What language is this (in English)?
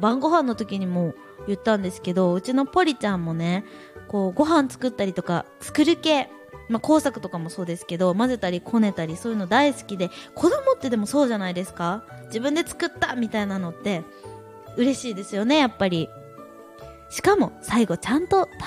Japanese